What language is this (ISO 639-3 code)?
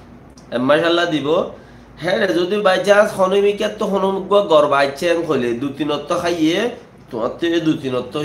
rhg